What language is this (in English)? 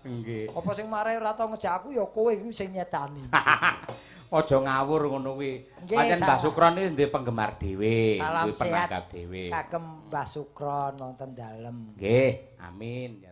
Javanese